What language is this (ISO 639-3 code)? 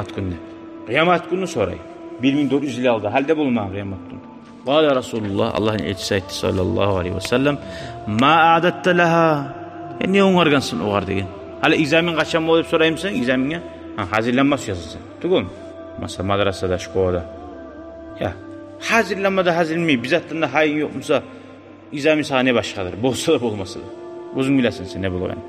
kum